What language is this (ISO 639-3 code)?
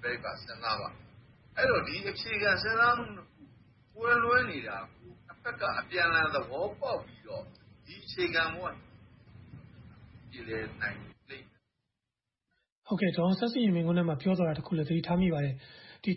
mya